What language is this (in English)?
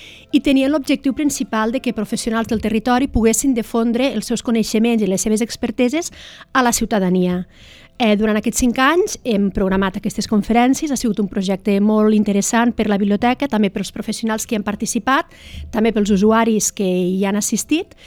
Catalan